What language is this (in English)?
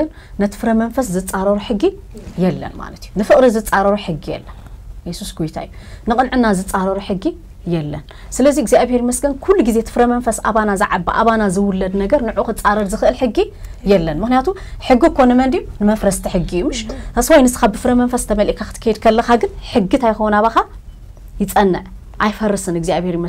Tigrinya